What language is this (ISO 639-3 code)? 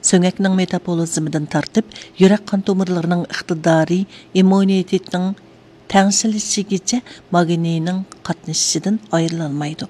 uig